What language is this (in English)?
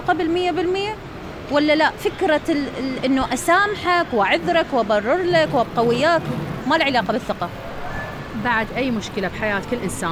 Mesopotamian Arabic